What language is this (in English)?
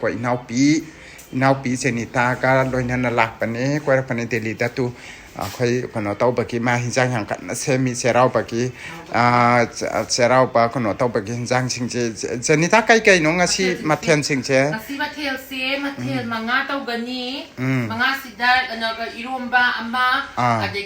Manipuri